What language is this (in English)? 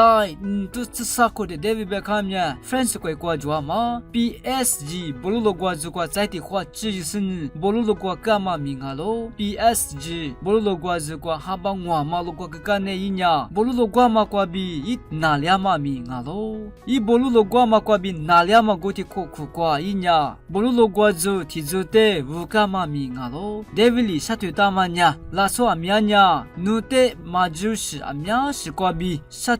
Lisu